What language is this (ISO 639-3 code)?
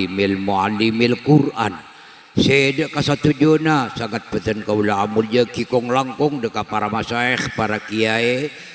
mad